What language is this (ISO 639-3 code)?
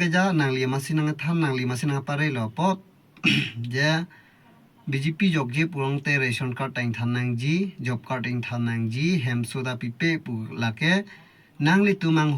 mjw